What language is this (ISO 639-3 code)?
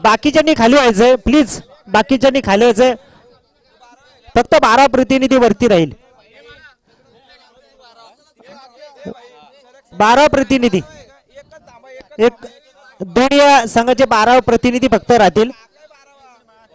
mar